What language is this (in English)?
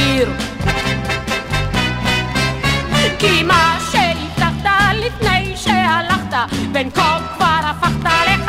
Hebrew